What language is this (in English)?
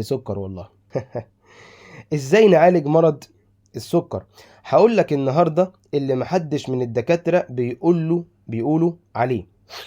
Egyptian Arabic